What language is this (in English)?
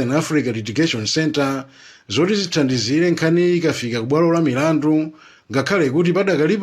Nyanja